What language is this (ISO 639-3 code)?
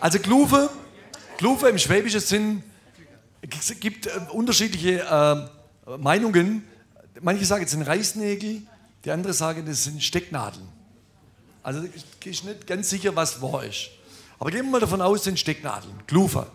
swg